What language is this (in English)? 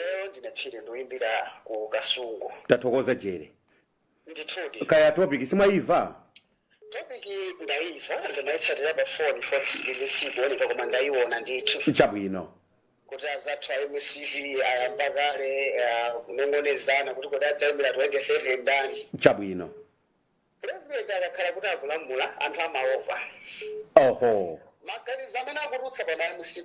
Nyanja